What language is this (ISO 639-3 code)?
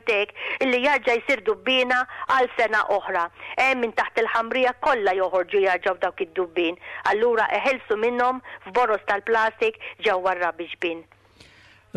mlt